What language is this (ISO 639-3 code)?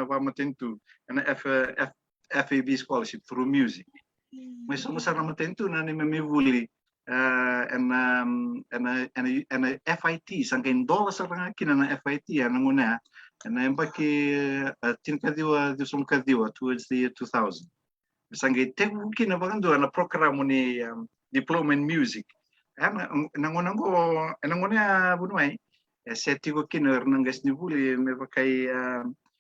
fij